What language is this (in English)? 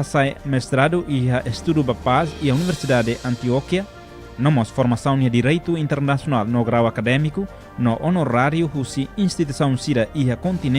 Tetum